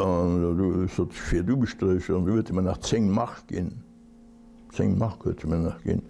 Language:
Luxembourgish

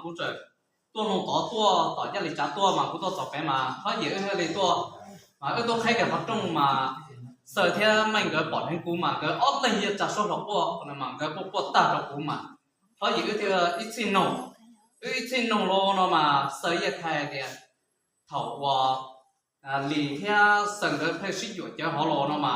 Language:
Hmong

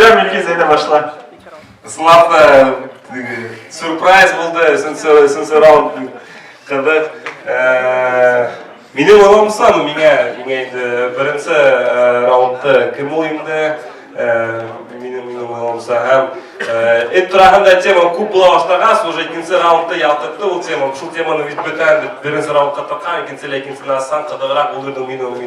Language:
Bashkir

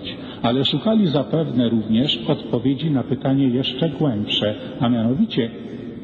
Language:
Polish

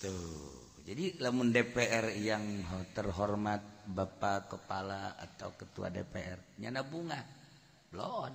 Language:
Sundanese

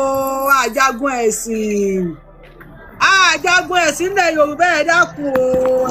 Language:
Yoruba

